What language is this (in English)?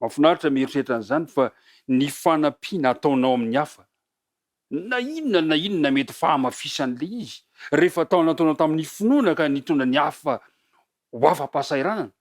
Malagasy